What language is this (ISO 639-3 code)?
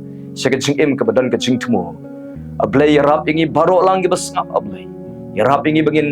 kha